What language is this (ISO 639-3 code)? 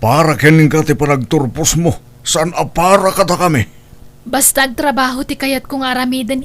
ilo